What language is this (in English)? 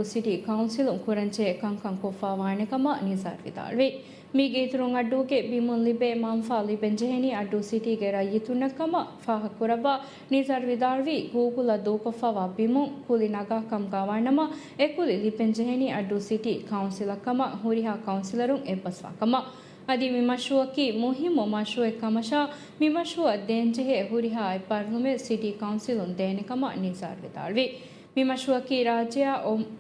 Divehi